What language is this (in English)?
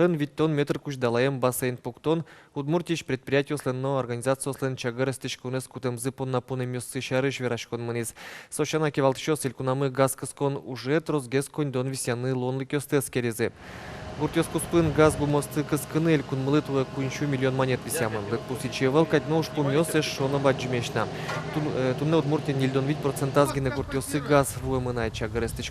Udmurt